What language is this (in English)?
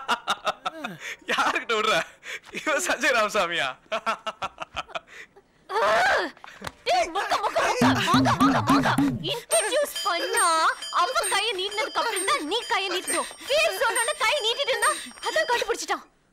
Tamil